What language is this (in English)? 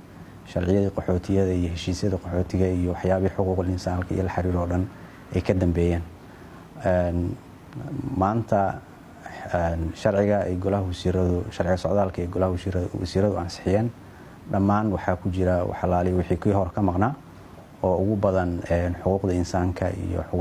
Somali